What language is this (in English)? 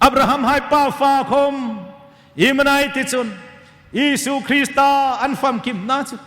Hmar